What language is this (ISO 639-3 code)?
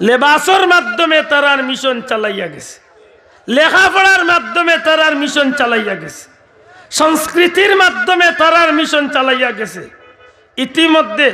syl